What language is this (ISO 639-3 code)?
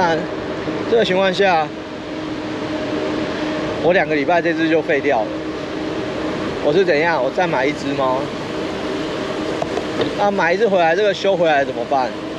zho